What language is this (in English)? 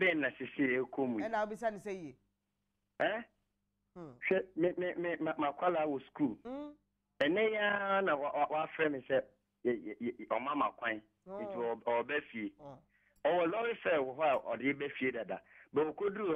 Akan